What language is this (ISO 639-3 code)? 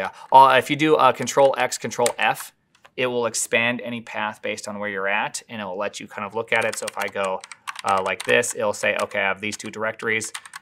eng